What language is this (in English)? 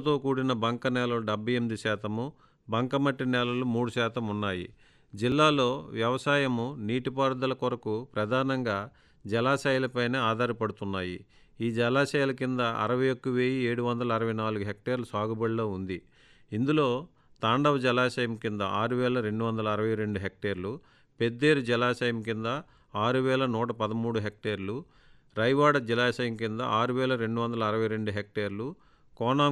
Telugu